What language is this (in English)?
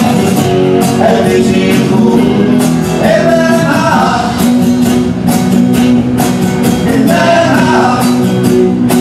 Dutch